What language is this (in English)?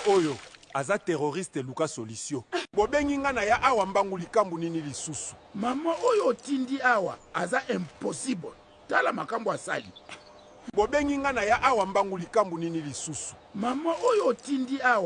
Lingala